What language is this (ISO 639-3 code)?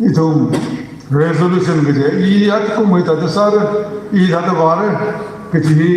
nmf